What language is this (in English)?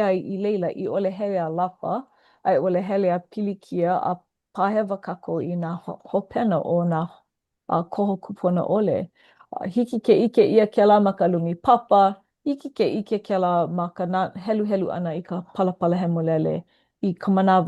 Hawaiian